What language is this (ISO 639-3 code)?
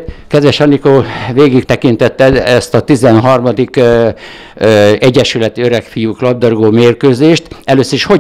hun